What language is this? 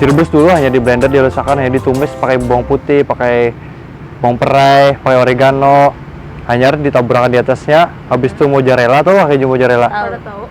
Banjar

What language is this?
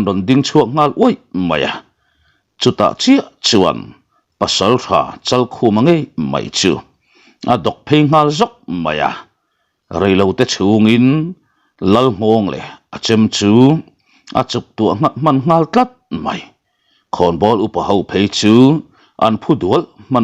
Mizo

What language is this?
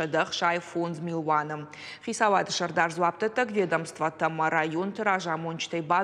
Ossetic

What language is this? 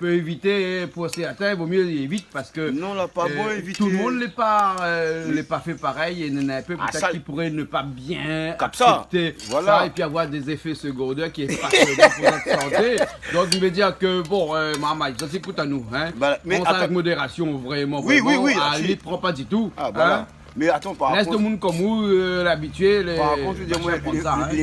Réunion Creole French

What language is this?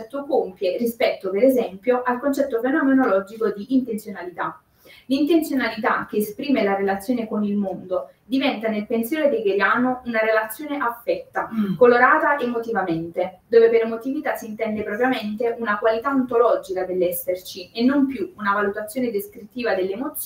Italian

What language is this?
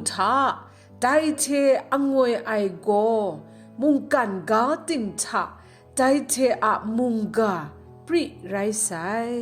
Kachin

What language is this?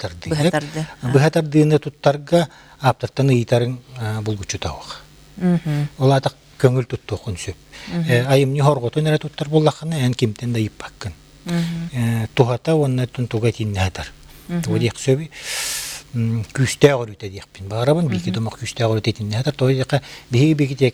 Yakut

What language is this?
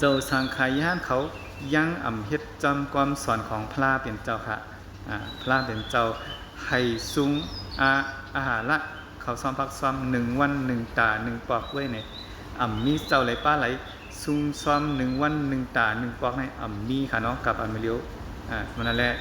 Shan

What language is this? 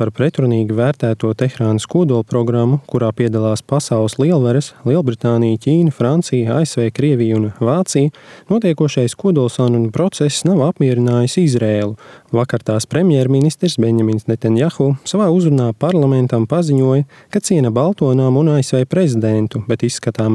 Latvian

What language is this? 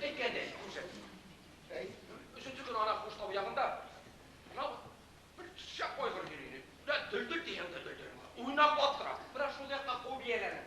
Bashkir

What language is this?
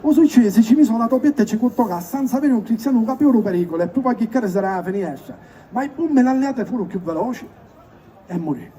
Sicilian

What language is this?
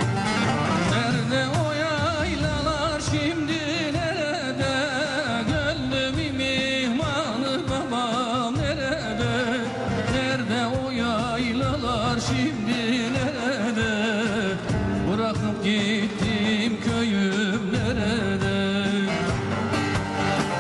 Turkish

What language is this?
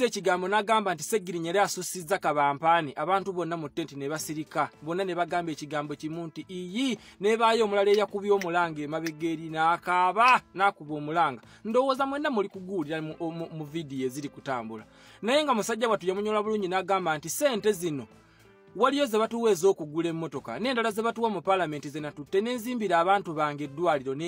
Ganda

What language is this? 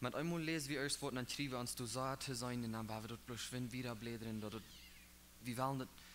Plautdietsch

